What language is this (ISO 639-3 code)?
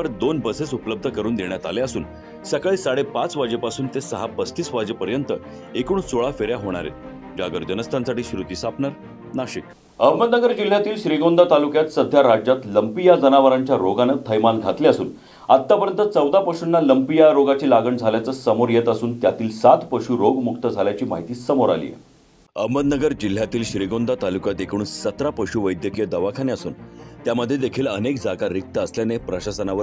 mar